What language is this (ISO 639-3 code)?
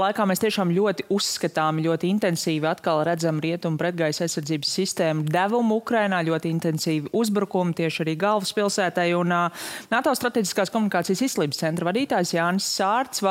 lav